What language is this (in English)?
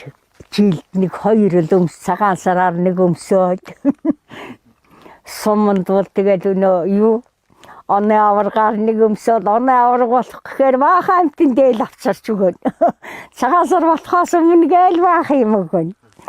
Mongolian